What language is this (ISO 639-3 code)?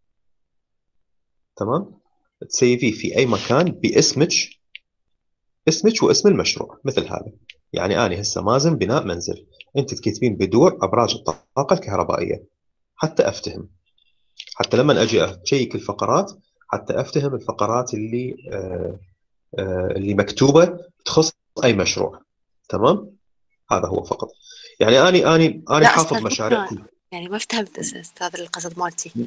acm